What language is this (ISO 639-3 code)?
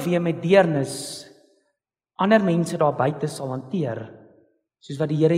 afr